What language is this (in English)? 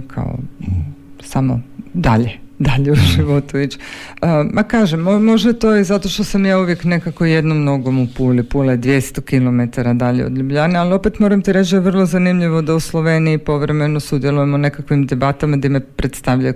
Croatian